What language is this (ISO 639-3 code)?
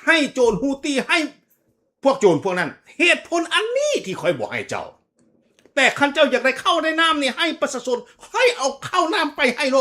lao